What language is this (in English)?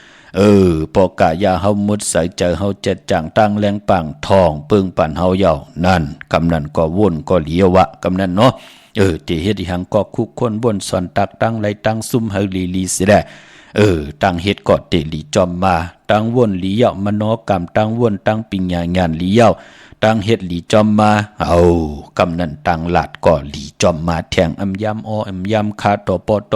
Shan